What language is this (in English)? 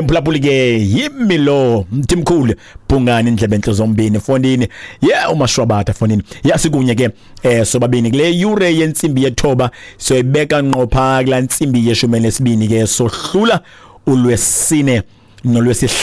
Xhosa